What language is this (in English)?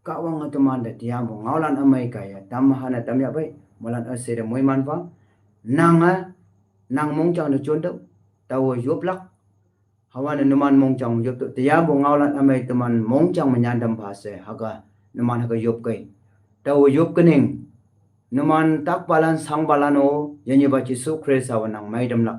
Konyak Naga